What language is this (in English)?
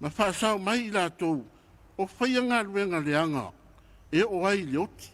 Samoan